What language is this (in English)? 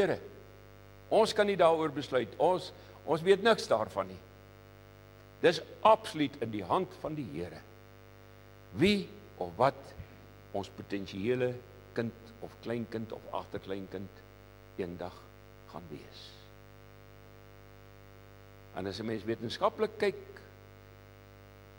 Afrikaans